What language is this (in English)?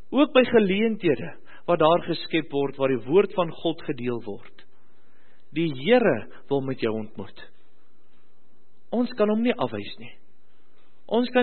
Afrikaans